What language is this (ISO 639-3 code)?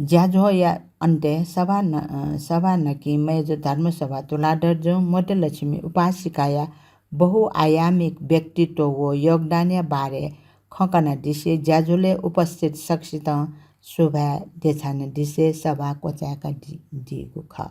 new